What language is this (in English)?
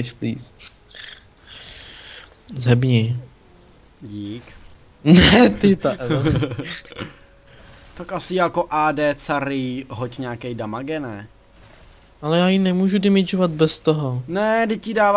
Czech